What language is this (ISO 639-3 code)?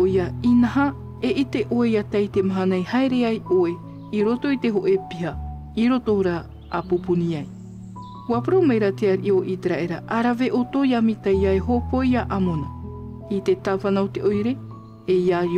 tah